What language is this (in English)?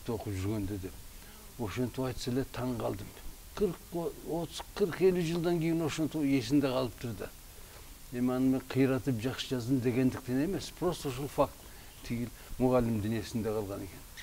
Kyrgyz